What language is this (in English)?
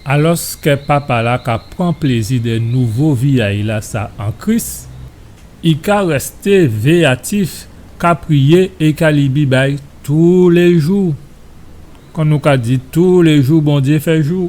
Guadeloupean Creole French